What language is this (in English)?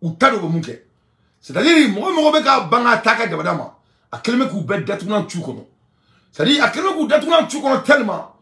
Bambara